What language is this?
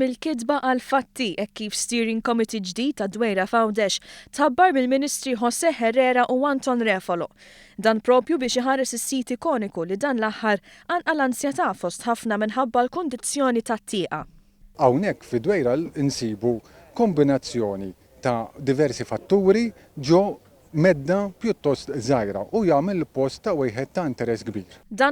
Maltese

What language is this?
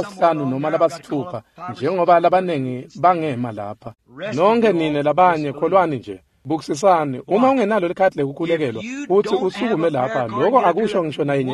Swati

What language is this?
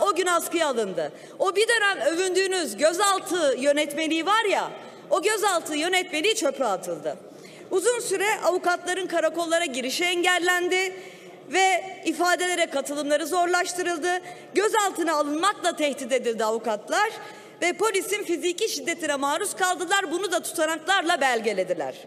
Turkish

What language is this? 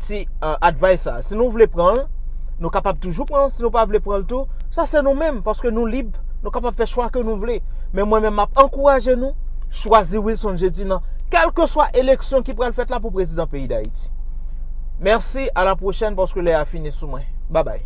Haitian Creole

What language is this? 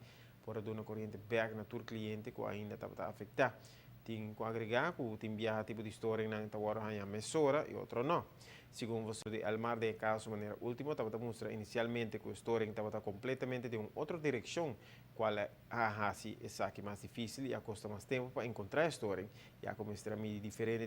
Papiamento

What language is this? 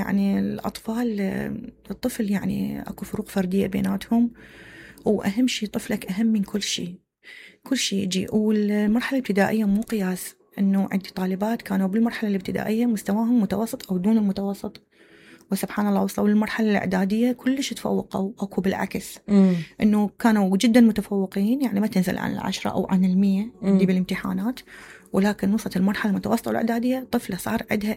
Mesopotamian Arabic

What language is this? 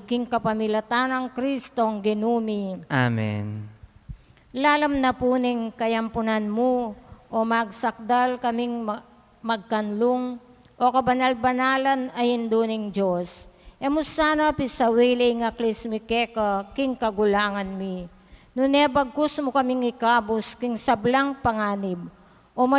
Pampanga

